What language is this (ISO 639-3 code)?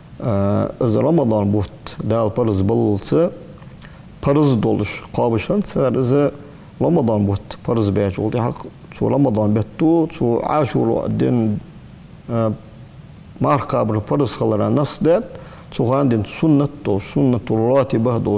inh